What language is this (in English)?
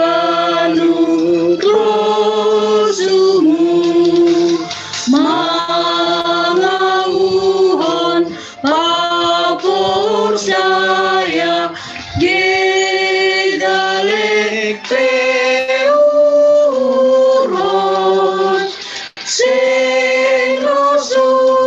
Batak Simalungun